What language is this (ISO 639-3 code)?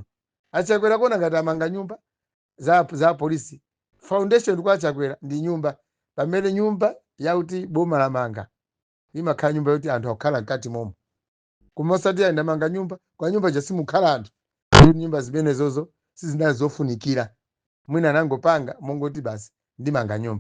nya